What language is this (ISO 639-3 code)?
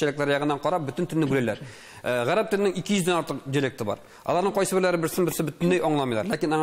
tat